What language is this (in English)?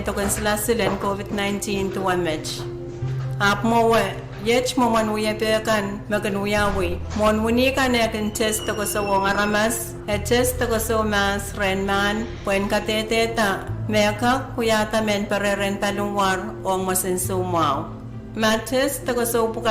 Pohnpeian